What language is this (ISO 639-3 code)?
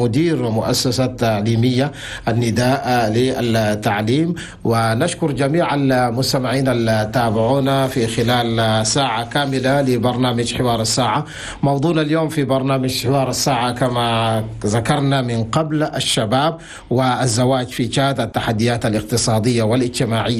shu